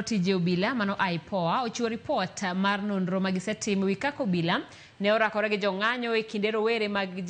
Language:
Luo (Kenya and Tanzania)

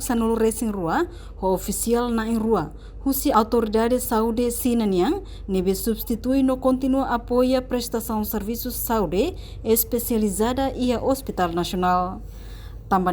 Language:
Tetum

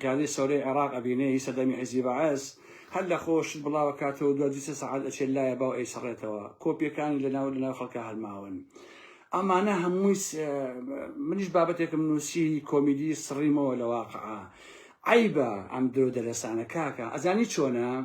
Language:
Central Kurdish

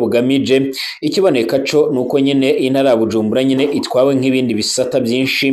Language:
Rundi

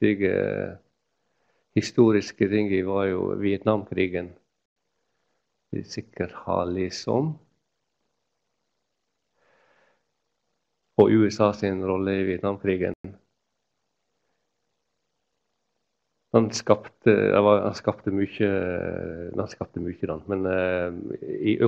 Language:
Norwegian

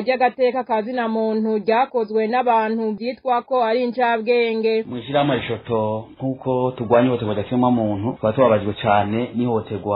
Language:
Rundi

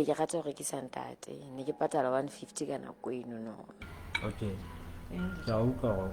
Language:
Southern Sotho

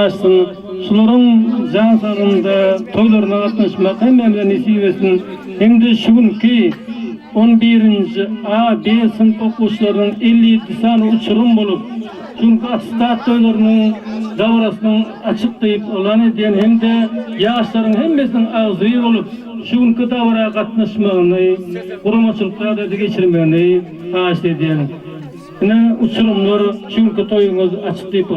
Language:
Turkmen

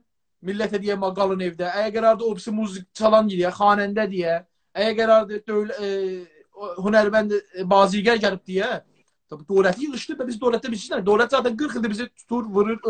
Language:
South Azerbaijani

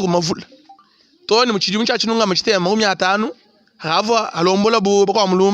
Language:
Luba-Lulua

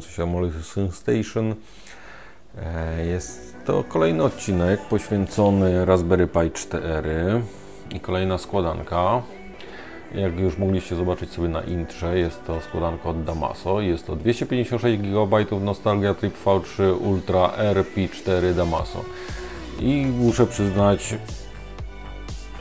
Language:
Polish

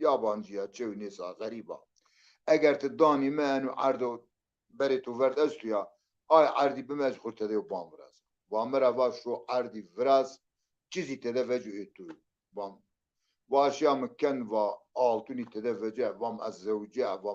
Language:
Zaza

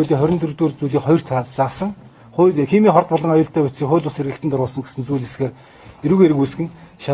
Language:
Mongolian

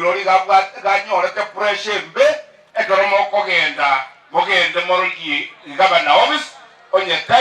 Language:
Gusii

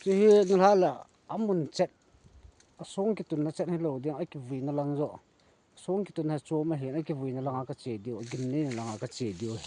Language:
Lao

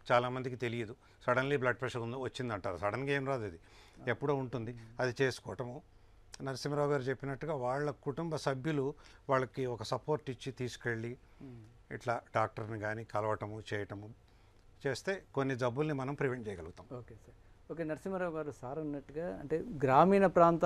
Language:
Telugu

